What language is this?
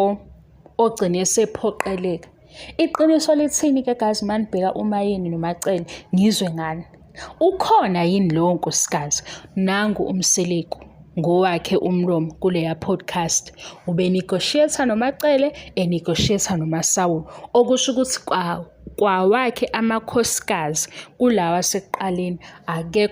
Zulu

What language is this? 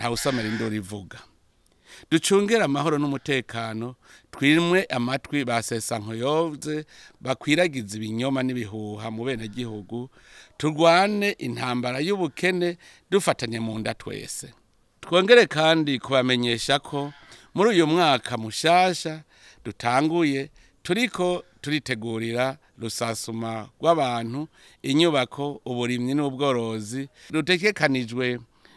Rundi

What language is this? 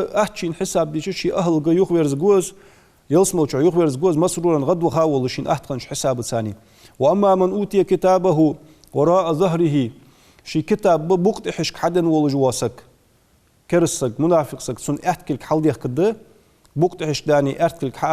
Ingush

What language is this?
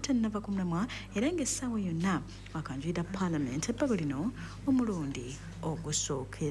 Ganda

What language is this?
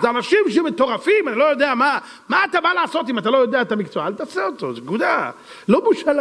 Hebrew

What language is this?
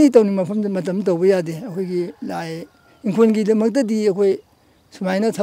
Manipuri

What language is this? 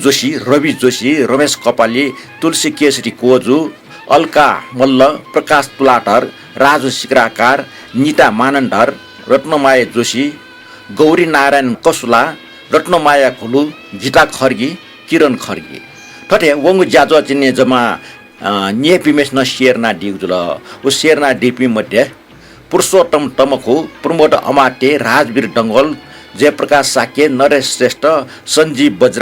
Newari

